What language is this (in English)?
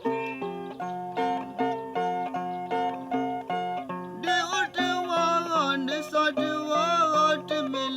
S'gaw Karen